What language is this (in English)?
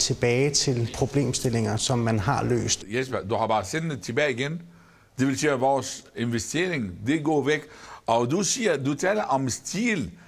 Danish